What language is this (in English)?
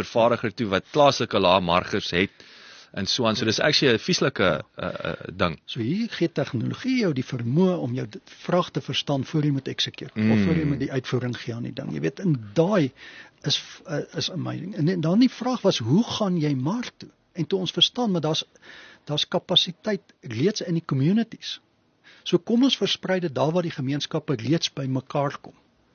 Afrikaans